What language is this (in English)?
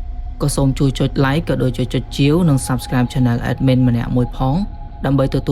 Khmer